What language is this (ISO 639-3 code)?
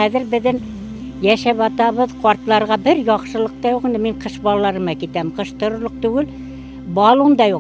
bak